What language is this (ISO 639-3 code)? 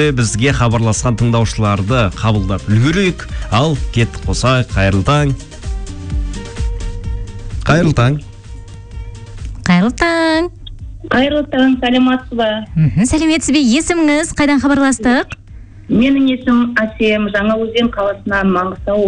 kaz